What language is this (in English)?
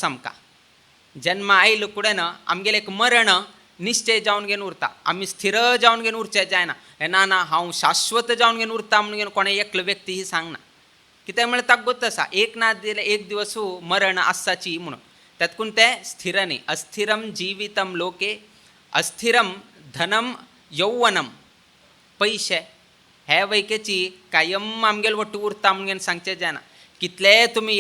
Konkani